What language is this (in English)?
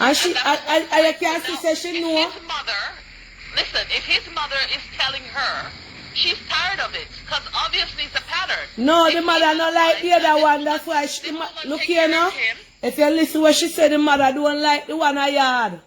Jamaican Creole English